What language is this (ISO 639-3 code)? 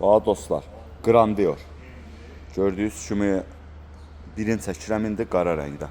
aze